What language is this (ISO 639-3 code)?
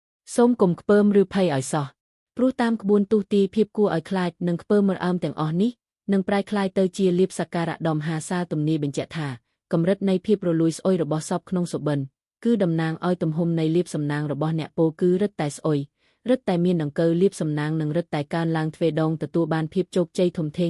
khm